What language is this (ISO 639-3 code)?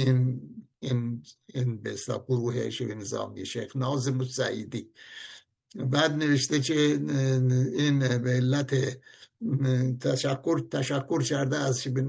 fas